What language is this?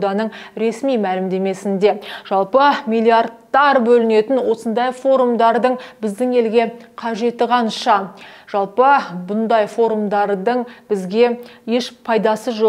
Kazakh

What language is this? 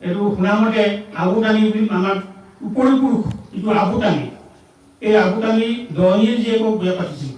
Assamese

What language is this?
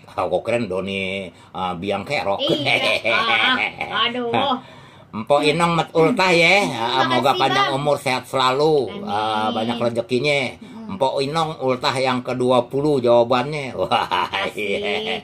Betawi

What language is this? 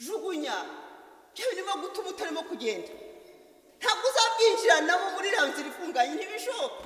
Kinyarwanda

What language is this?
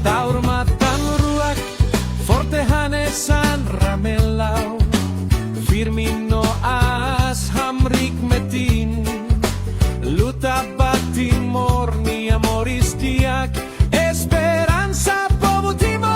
Tetum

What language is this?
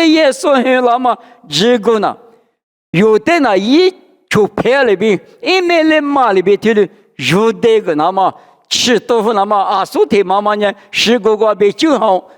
Lisu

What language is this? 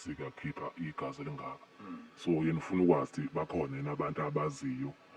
Zulu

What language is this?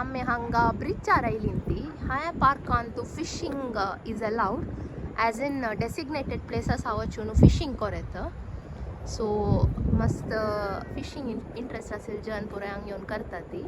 Konkani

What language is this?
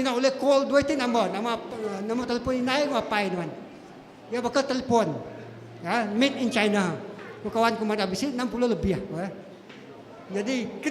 Iban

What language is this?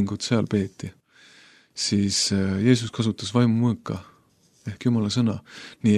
Estonian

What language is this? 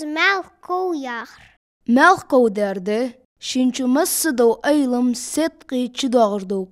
Ingush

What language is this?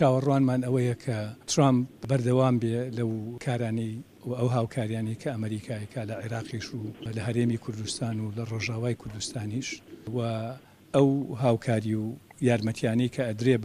Central Kurdish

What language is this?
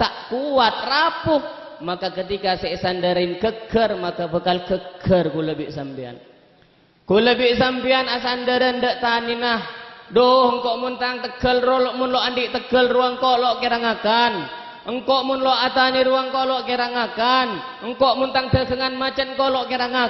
Madurese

